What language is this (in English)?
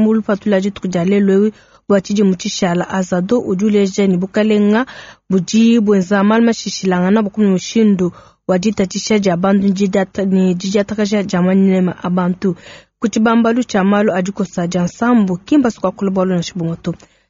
Luba-Lulua